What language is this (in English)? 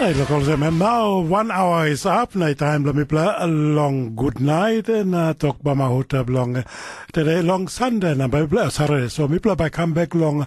Tok Pisin